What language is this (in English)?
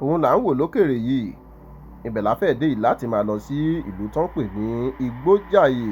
Yoruba